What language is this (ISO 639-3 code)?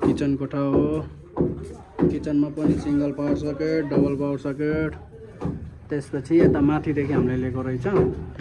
nep